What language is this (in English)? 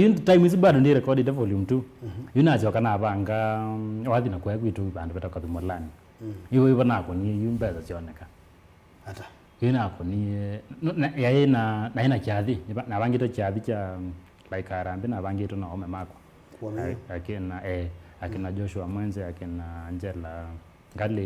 Kamba